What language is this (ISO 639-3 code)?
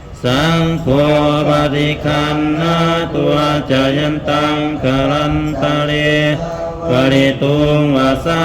pli